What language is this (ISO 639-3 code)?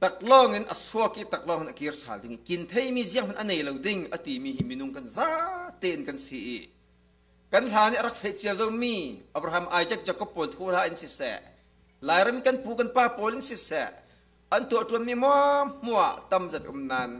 cfm